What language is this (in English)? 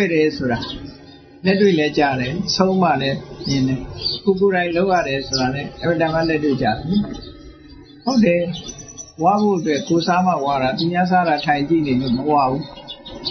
Burmese